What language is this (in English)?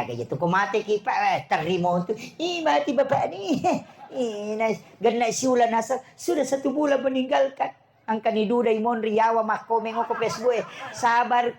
Buginese